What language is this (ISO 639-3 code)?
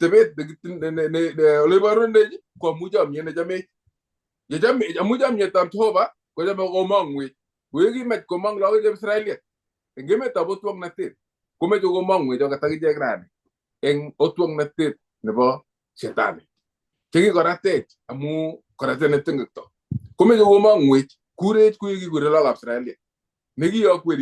kln